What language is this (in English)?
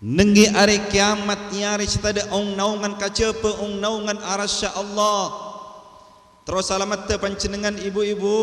Madurese